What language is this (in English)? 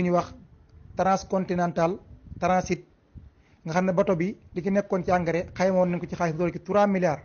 Wolof